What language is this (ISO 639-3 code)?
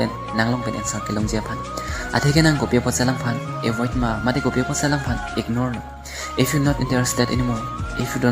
mjw